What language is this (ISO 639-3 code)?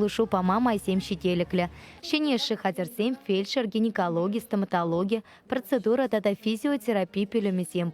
chv